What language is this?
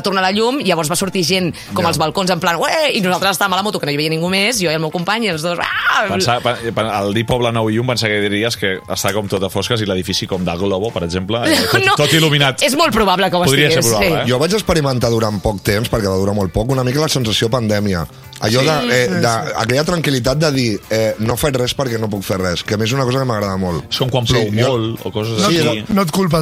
Catalan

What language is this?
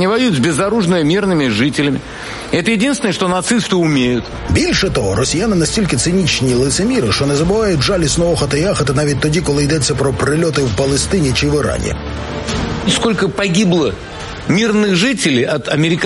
Ukrainian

